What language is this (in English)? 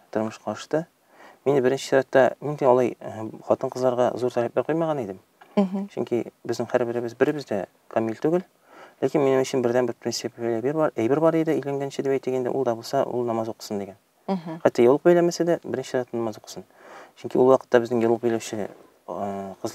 Tatar